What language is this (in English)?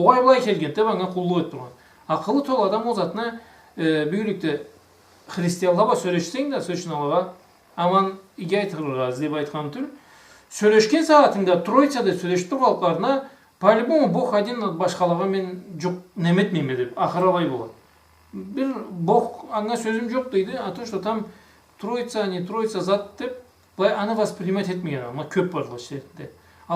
Karachay-Balkar